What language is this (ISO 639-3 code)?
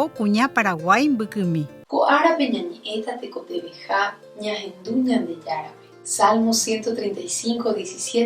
grn